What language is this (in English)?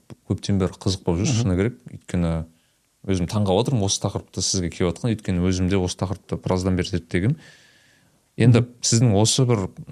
Kazakh